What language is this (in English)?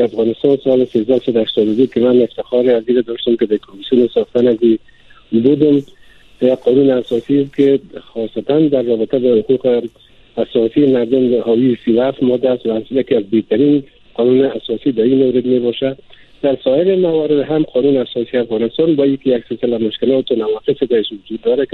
Persian